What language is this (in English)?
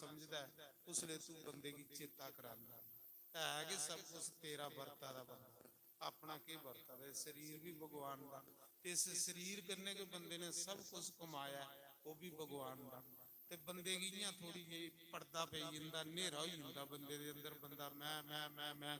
Dogri